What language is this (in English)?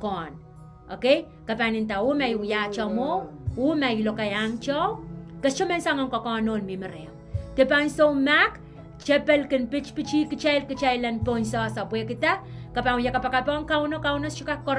Pohnpeian